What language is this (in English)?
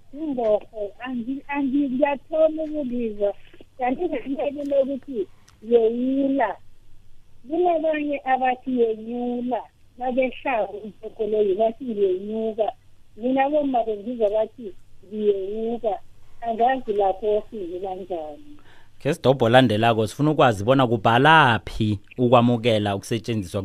South Ndebele